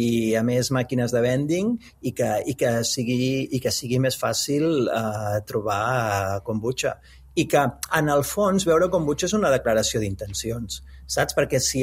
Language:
Catalan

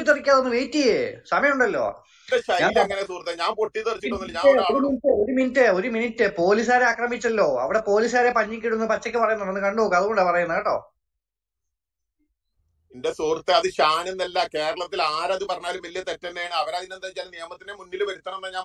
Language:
Malayalam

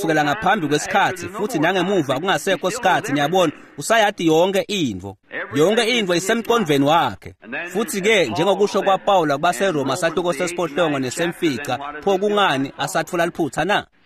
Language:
Swati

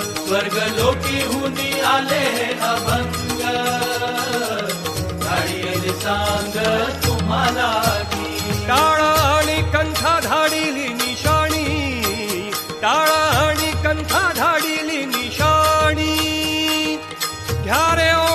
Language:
Marathi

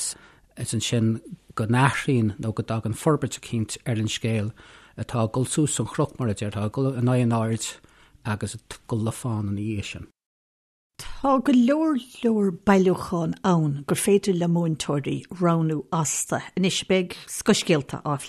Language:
Irish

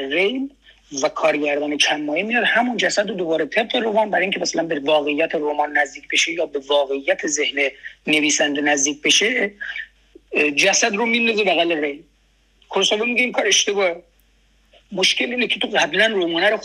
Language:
Persian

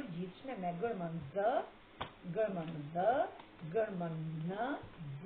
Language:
Albanian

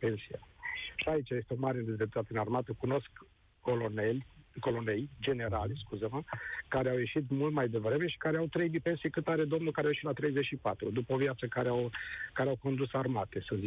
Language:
Romanian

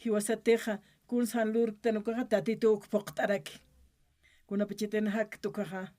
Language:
Aymara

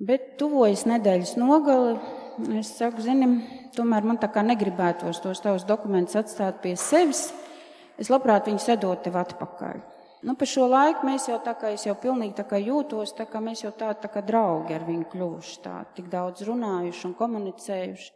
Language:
Latvian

